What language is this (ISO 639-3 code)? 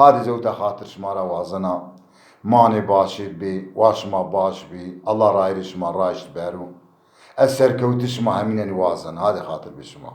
zza